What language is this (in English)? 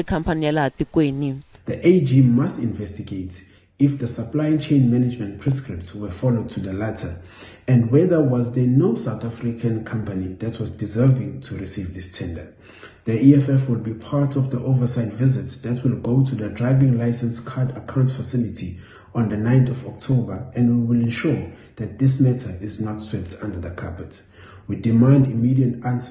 Tsonga